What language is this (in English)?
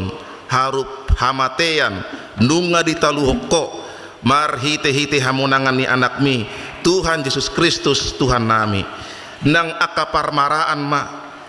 Batak Toba